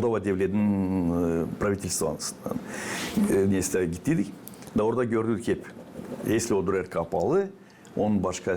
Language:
Gagauz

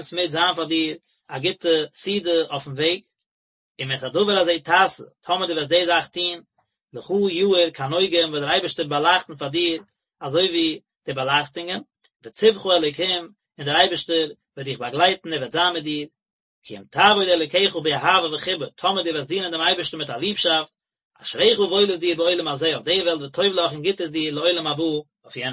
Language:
Yiddish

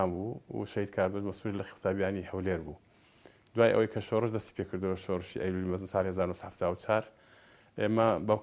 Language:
Central Kurdish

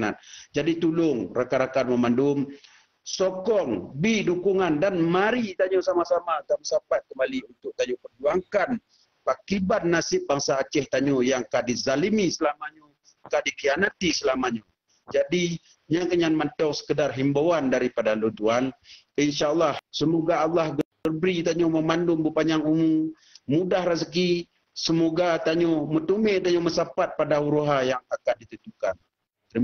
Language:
Achinese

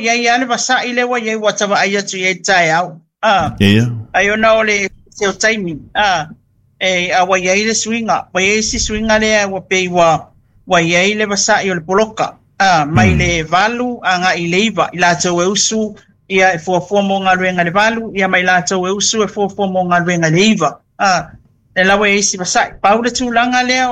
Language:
Samoan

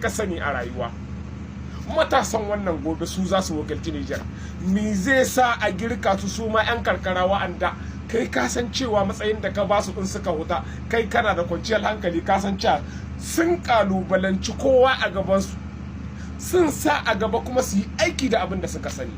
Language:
Hausa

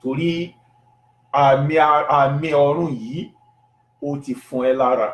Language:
Yoruba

